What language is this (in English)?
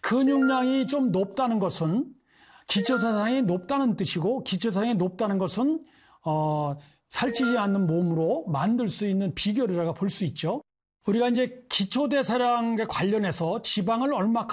Korean